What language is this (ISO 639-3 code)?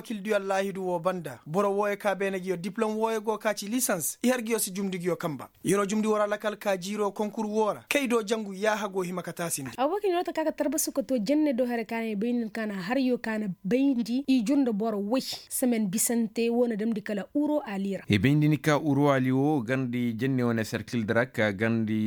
ses